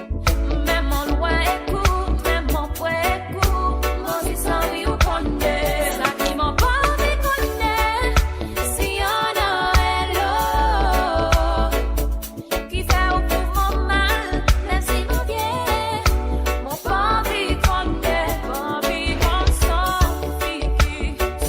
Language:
Morisyen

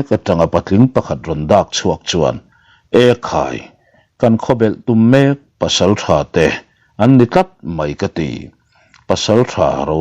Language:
Mizo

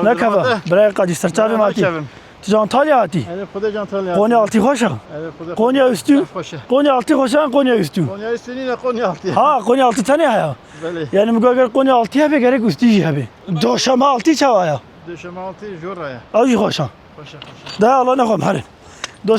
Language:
Kurdish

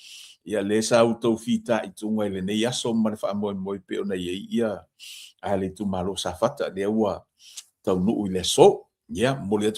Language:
Samoan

